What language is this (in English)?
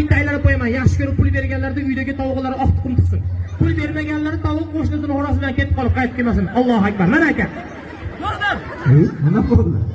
Uzbek